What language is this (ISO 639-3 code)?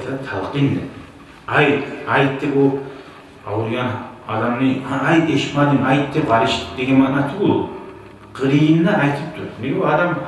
kum